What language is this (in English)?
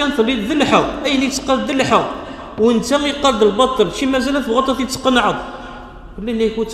Kabyle